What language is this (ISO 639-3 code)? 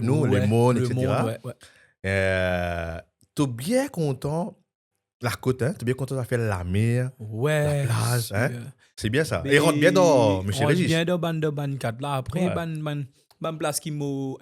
mfe